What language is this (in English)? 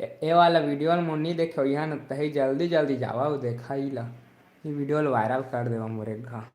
Chhattisgarhi